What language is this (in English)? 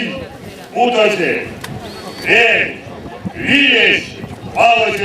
Erzya